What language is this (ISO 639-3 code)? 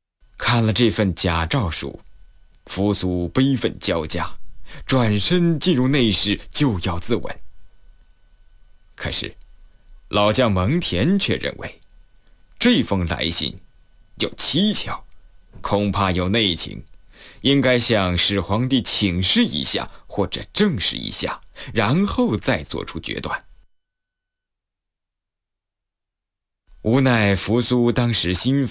zho